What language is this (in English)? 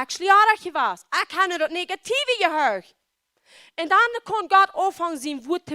Plautdietsch